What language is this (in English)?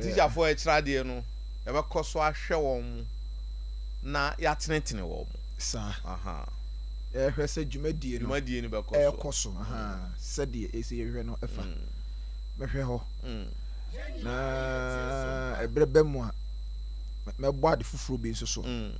Akan